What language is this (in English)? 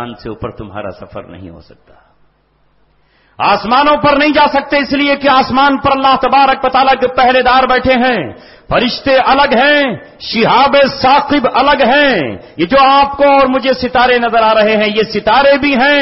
Urdu